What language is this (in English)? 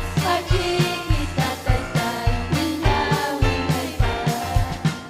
Ayacucho Quechua